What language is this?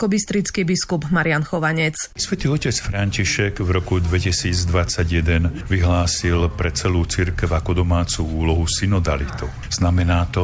Slovak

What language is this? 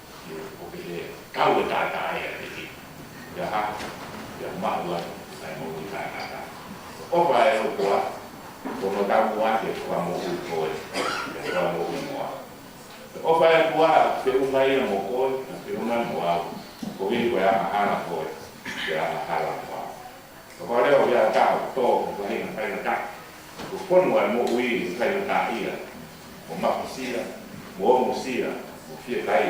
Tongan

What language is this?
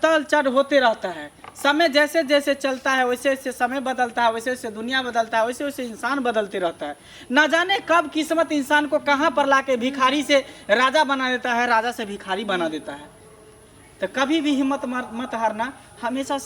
Maithili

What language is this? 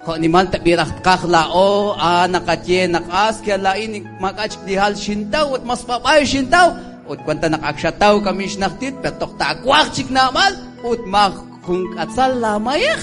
Kekchí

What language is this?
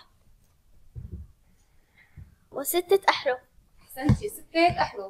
Arabic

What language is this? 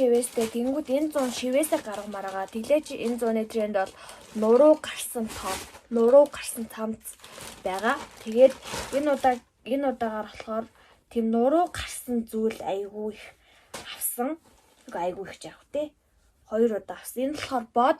Mongolian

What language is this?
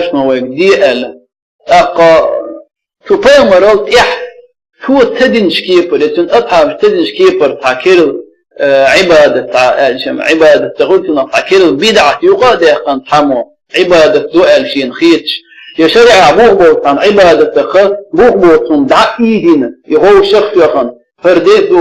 Chechen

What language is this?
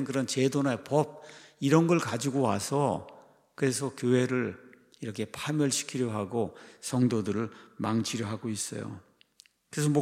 Korean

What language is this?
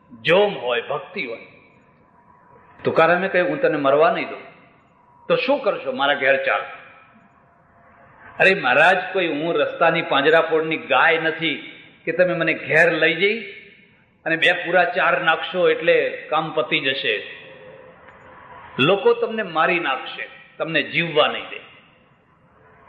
Gujarati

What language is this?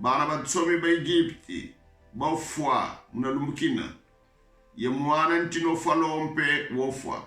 Kongo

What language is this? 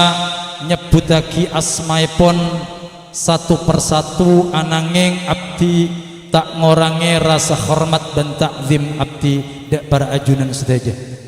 Madurese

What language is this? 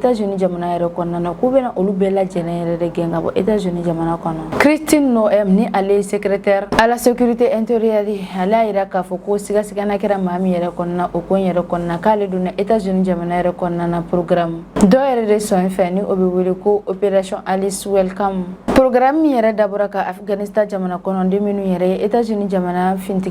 Bambara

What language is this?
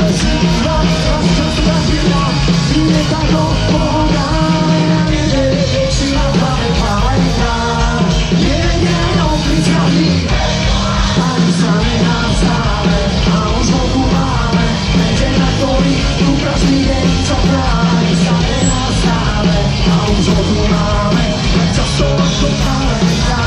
Slovak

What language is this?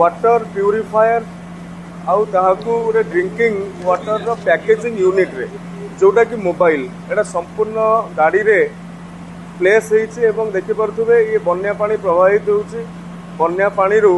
Odia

